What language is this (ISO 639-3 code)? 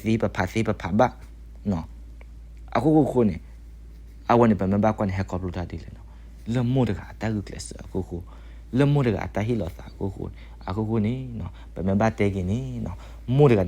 ksw